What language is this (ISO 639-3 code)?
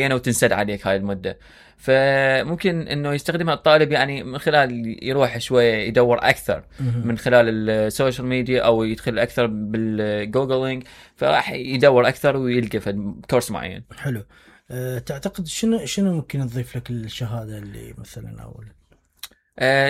acm